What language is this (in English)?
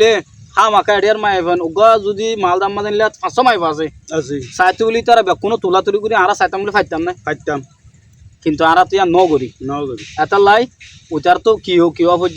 Rohingya